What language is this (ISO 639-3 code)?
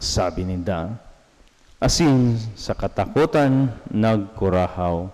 bik